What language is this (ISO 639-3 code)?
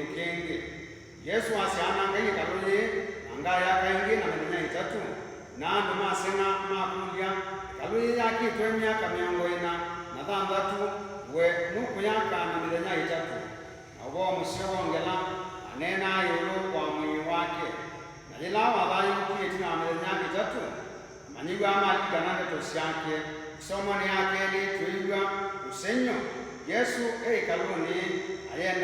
kam